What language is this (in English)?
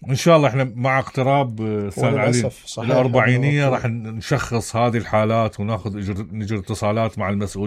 Mesopotamian Arabic